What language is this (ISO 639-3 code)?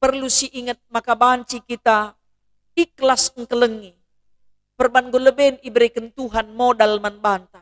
btx